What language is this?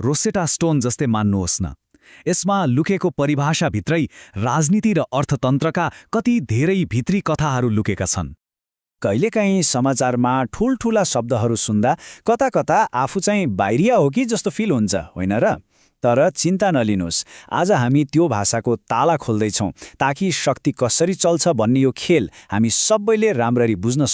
Nepali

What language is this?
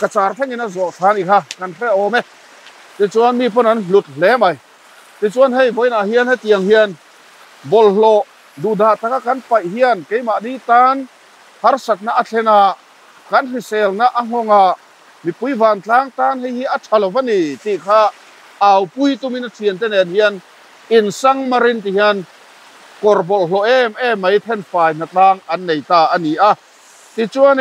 Mizo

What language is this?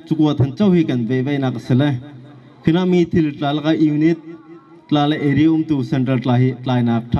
Bawm Chin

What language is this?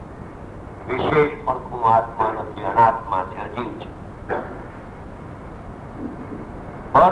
Gujarati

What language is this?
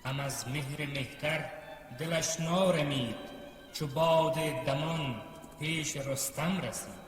Tajik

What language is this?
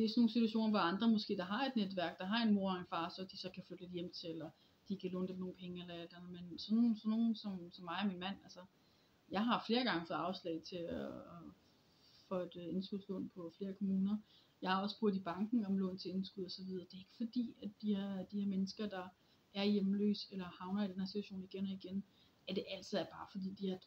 Danish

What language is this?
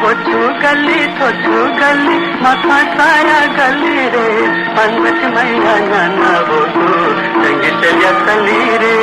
Newari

